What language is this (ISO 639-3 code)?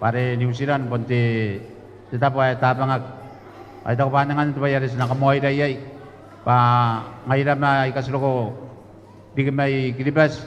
gil